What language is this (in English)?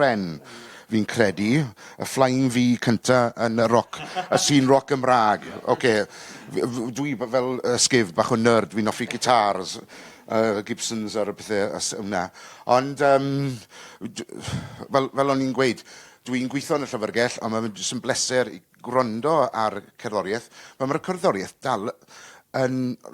Welsh